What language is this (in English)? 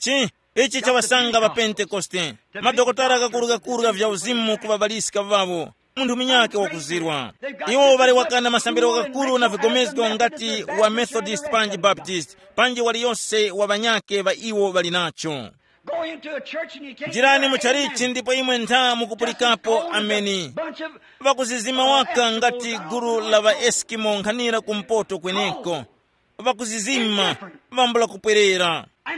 Tumbuka